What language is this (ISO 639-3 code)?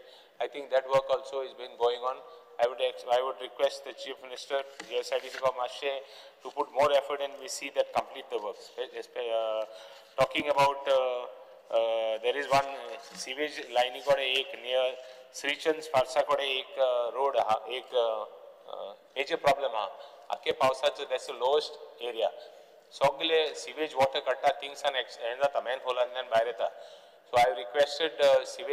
kok